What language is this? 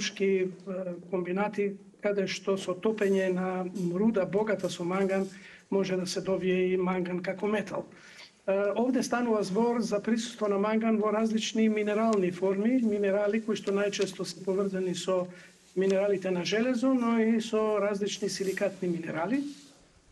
Macedonian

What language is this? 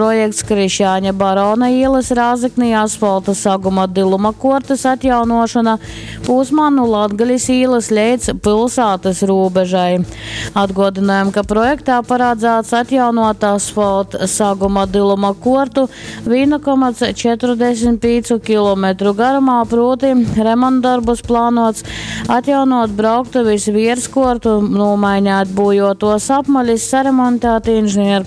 Latgalian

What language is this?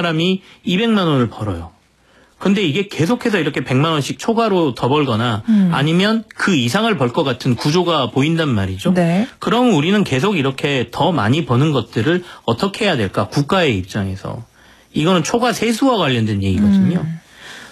Korean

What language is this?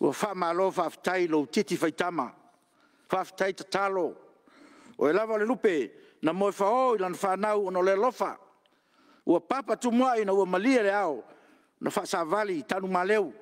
Samoan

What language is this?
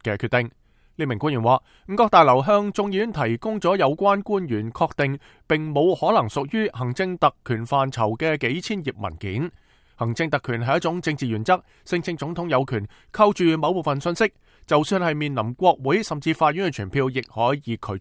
Cantonese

